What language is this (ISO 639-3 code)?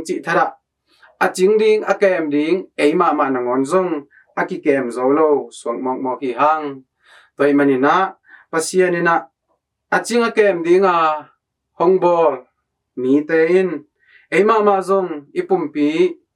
ctd